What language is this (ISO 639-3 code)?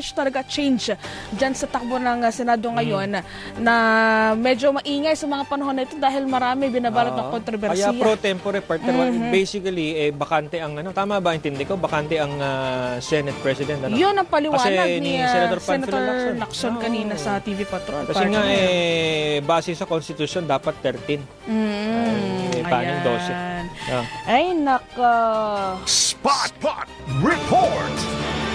fil